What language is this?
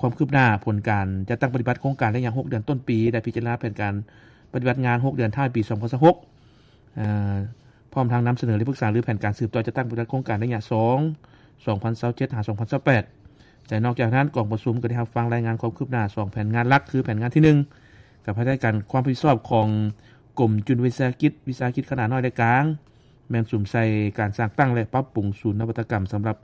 Lao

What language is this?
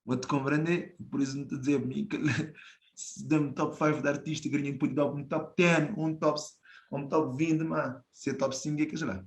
Kabuverdianu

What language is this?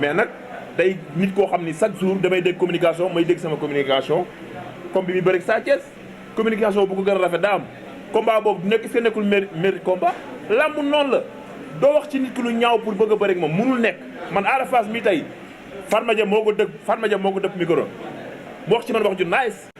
Wolof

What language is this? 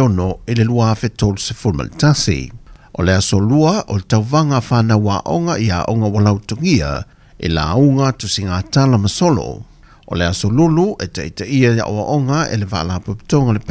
Samoan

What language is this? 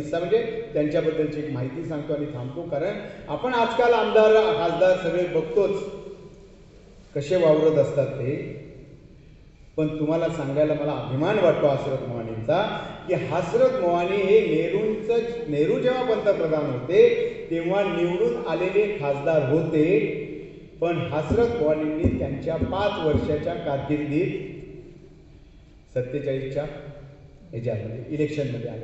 Marathi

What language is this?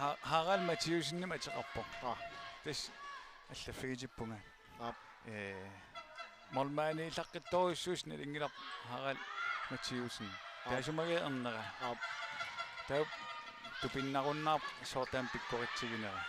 Kalaallisut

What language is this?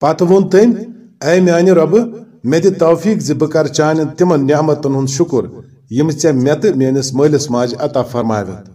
Kashmiri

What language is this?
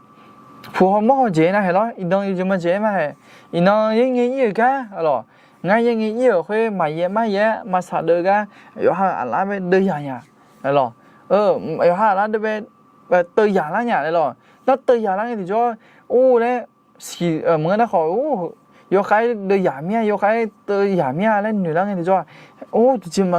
Akha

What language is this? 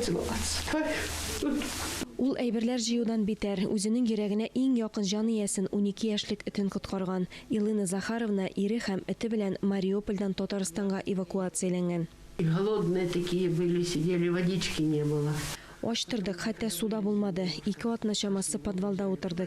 Tatar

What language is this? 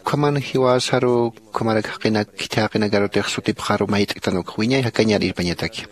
Aymara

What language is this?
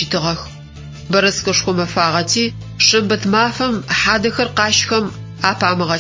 Adyghe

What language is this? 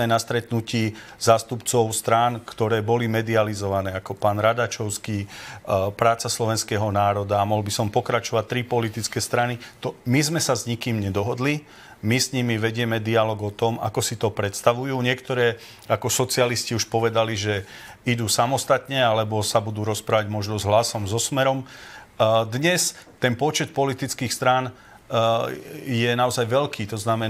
Slovak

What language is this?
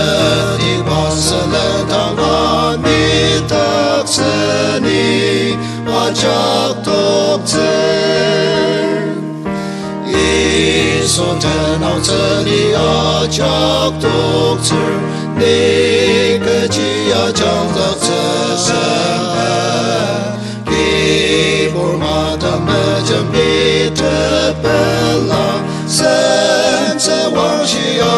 Ao Naga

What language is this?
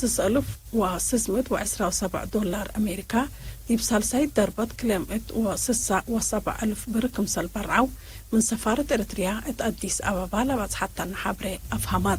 Tigre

